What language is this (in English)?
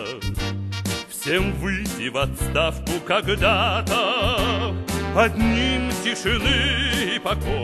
Russian